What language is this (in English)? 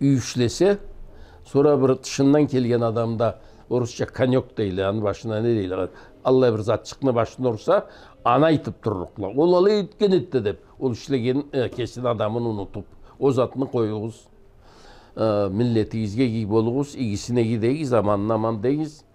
Karachay-Balkar